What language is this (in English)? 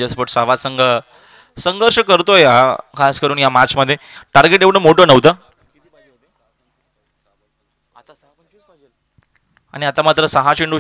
Marathi